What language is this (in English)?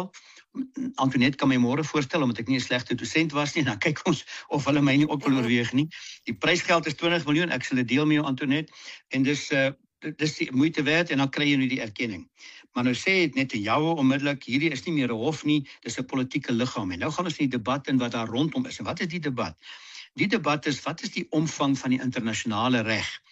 Afrikaans